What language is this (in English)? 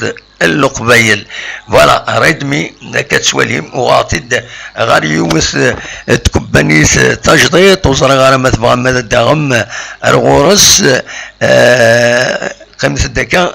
Kabyle